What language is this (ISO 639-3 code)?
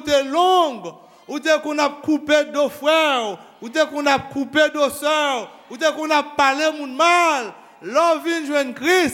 hat